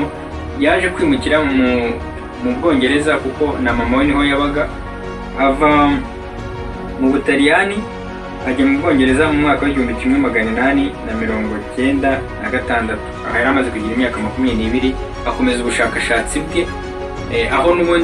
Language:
Kinyarwanda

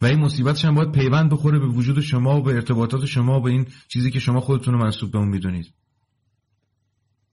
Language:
Persian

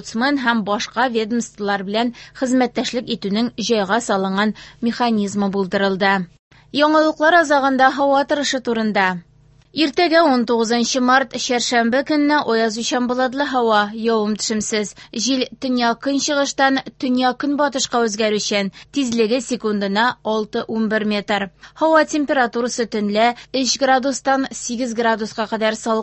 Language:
Tatar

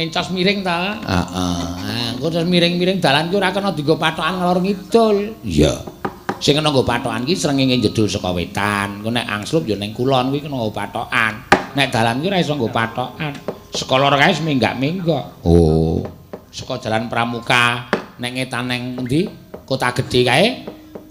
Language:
Javanese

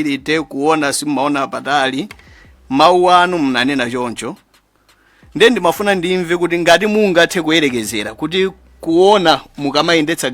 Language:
Nyanja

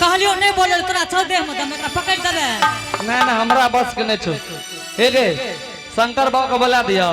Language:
Angika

